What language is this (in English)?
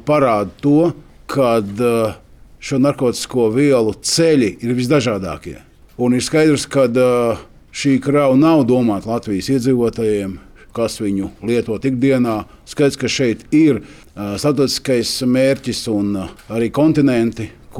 Latvian